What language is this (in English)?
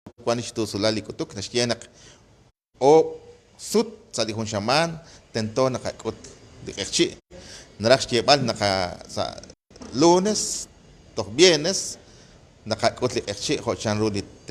Kekchí